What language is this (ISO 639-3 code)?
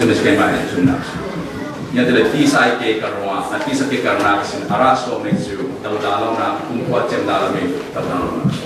cfm